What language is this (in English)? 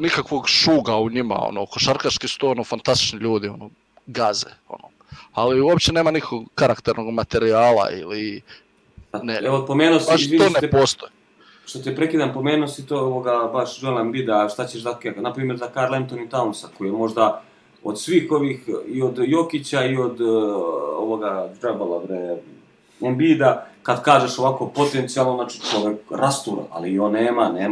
Serbian